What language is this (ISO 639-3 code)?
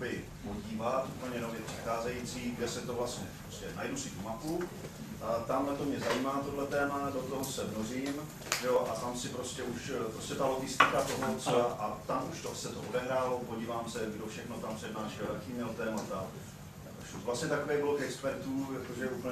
ces